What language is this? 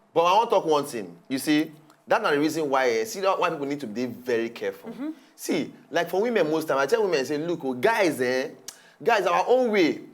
Nigerian Pidgin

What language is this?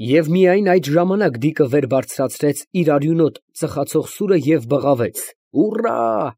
Armenian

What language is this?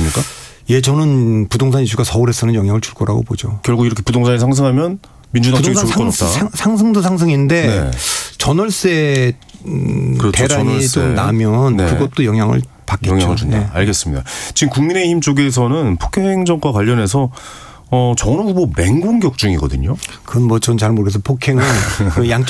Korean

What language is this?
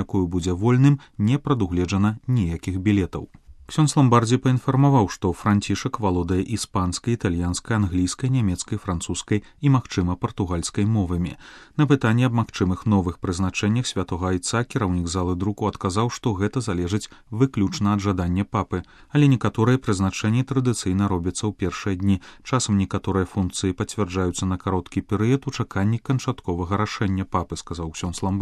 Belarusian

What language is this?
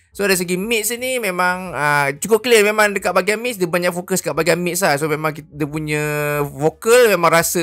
Malay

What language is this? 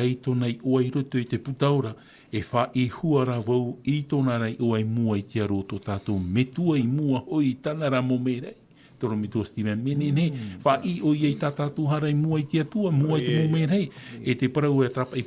Tahitian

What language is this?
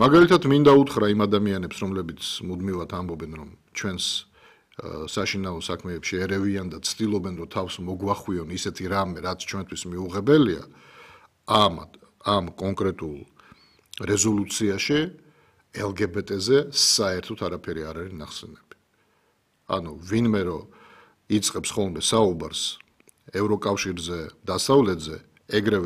Georgian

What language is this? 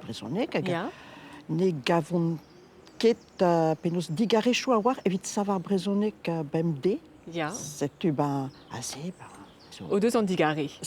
Breton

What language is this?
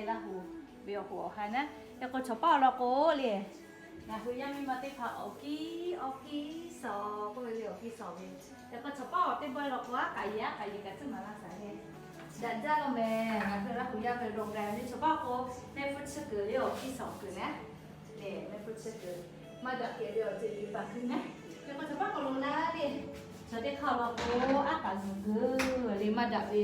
Lahu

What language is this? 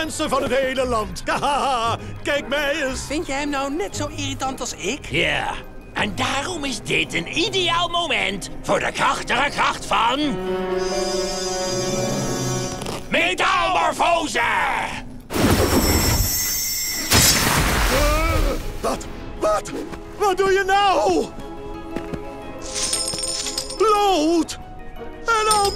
Dutch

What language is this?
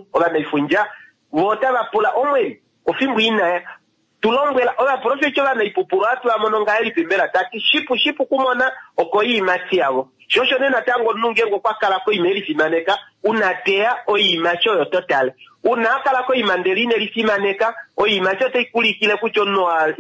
Kuanyama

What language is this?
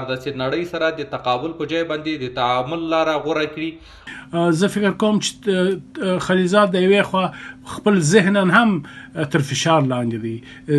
Pashto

